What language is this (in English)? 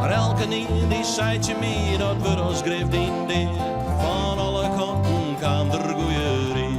Western Frisian